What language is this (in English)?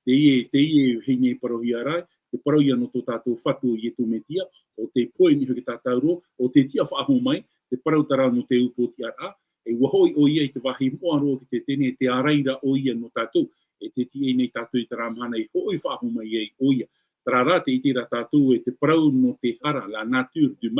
Tahitian